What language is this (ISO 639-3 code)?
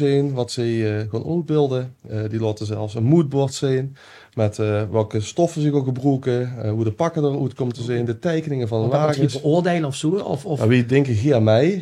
lim